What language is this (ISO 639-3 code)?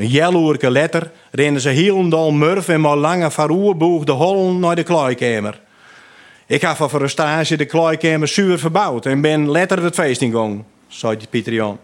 fry